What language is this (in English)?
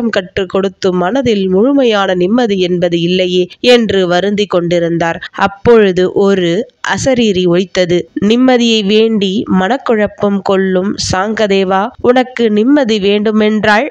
Tamil